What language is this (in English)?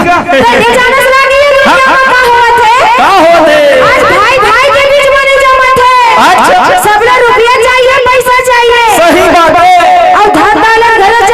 Chhattisgarhi